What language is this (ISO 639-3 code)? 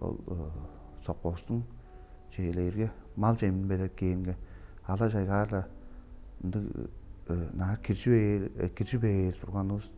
tyv